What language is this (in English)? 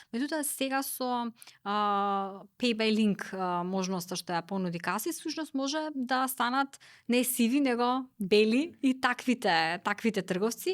Macedonian